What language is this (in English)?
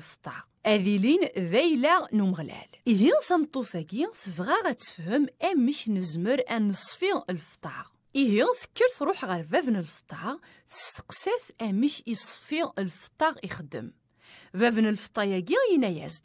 Kabyle